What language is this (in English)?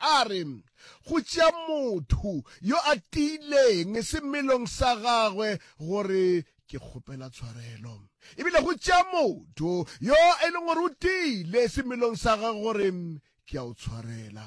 Northern Sotho